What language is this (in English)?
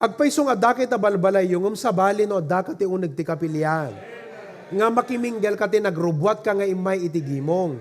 Iloko